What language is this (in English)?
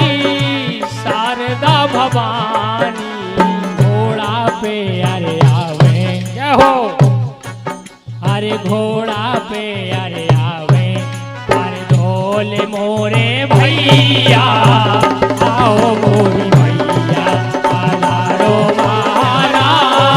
Bundeli